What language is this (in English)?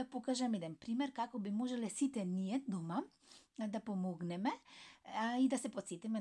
Macedonian